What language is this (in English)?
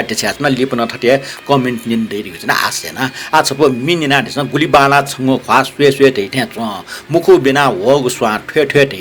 Newari